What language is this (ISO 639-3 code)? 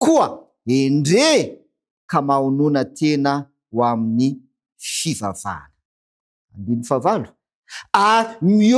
mlg